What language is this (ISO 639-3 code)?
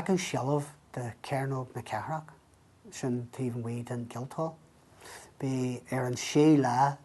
gle